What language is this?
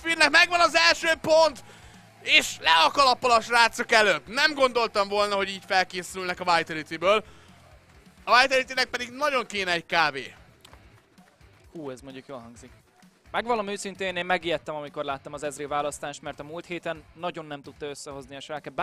Hungarian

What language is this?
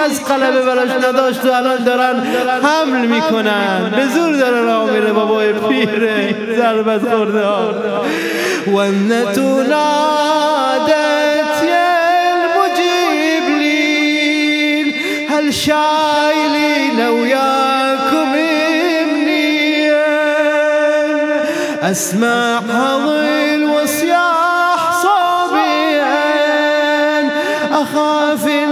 Persian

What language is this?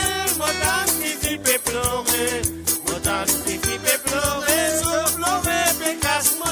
Morisyen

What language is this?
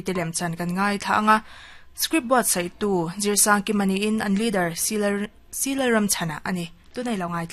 Mizo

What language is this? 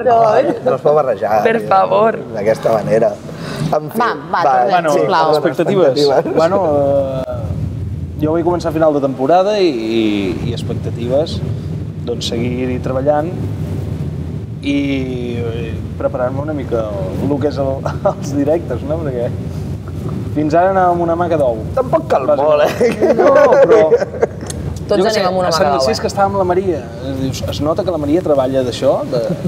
Catalan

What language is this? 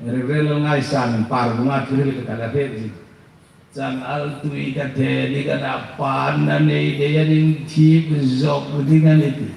Hmar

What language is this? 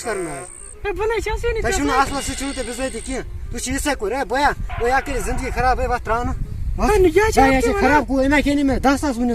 Kashmiri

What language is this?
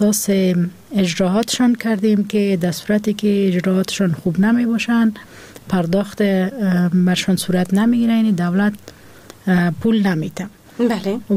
Persian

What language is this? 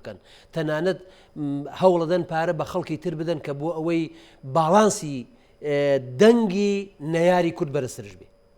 Central Kurdish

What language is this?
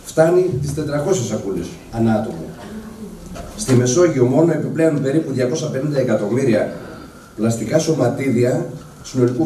Greek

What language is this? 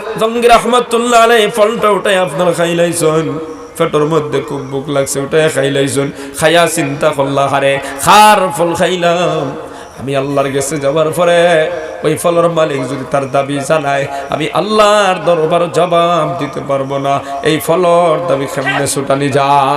Sylheti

